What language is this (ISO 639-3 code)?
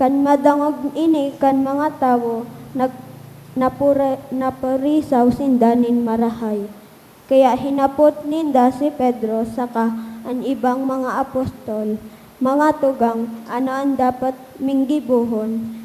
bik